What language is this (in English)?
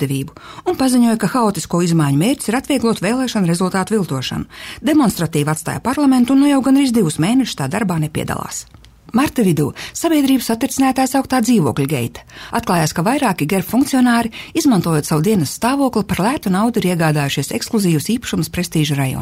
Latvian